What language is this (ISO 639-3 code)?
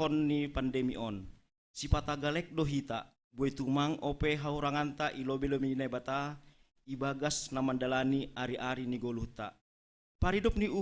bts